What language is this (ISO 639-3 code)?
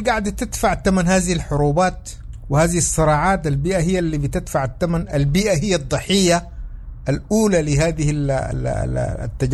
apd